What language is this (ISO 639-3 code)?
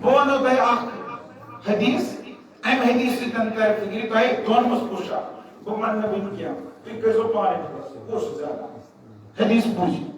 kas